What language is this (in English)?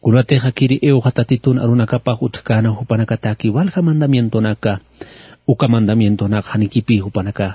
Aymara